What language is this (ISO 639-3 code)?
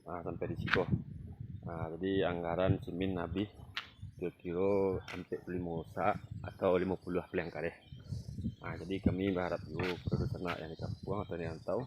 min